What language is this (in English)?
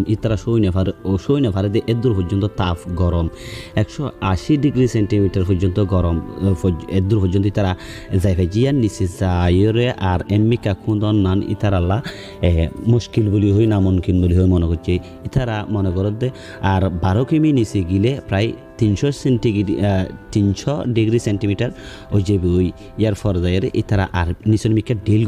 Rohingya